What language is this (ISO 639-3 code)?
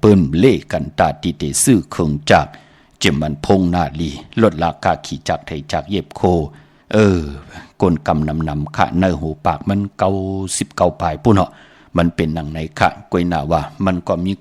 shn